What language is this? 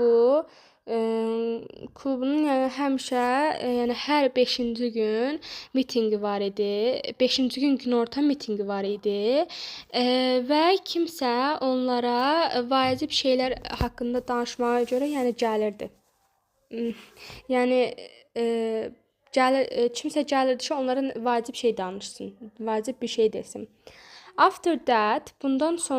Azerbaijani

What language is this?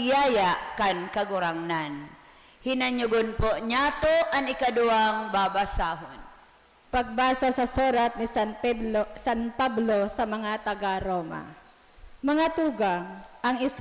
Bikol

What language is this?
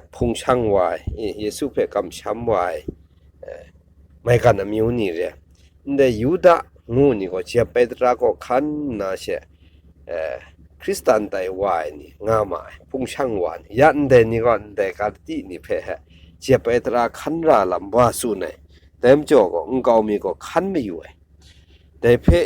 Kachin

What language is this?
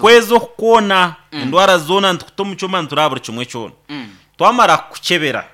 Nyankole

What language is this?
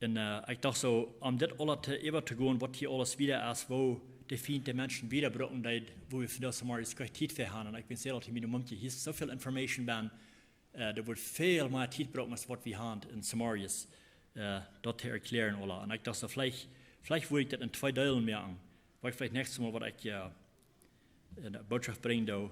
Plautdietsch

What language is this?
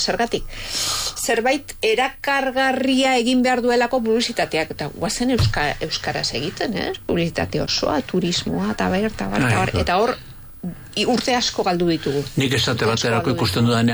Basque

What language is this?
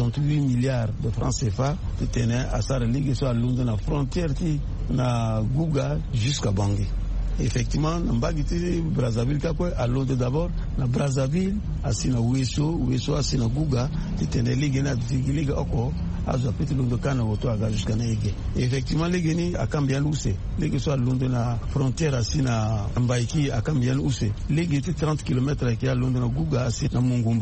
Sango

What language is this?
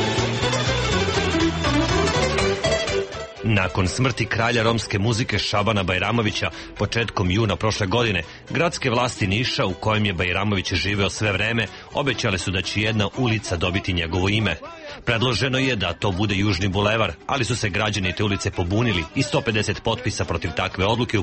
Serbian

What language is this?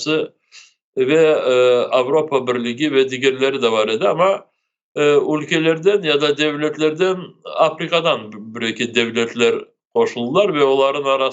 Crimean Tatar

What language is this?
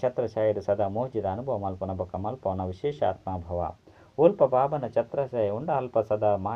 Tulu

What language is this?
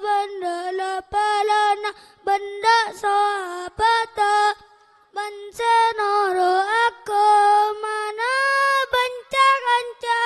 Madurese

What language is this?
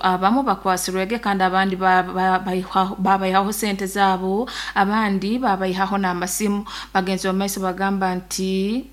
Nyoro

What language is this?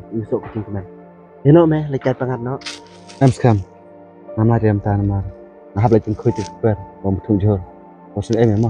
Khasi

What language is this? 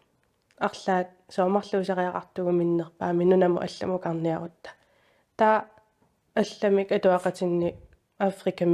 Kalaallisut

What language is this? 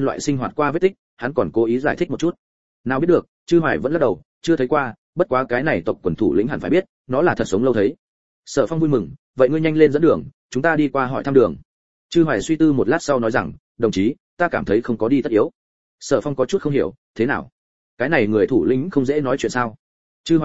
Vietnamese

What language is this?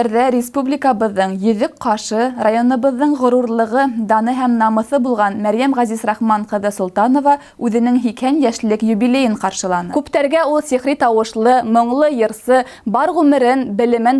Bashkir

